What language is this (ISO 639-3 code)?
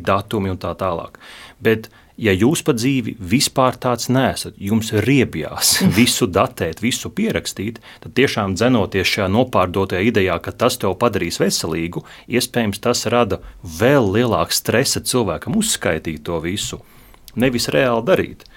lav